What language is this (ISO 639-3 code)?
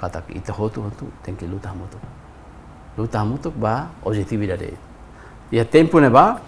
tet